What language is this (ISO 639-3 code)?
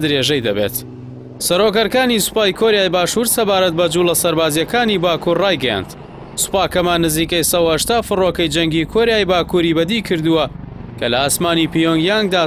ckb